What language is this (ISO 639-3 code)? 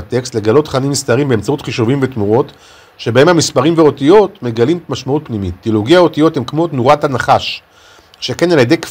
heb